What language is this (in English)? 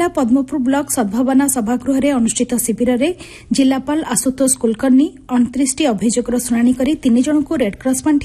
Odia